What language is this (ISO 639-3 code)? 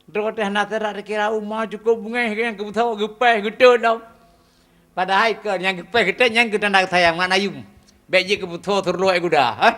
ace